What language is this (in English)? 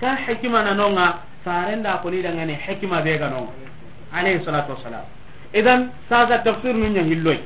Soninke